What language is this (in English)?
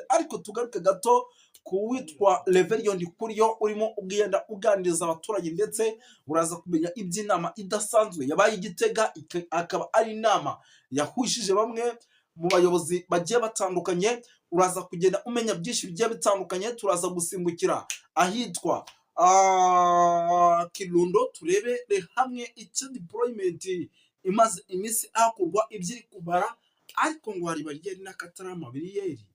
Kinyarwanda